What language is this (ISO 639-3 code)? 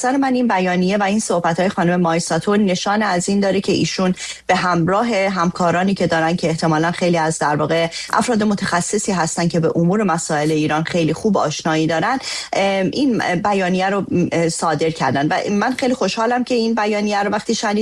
fas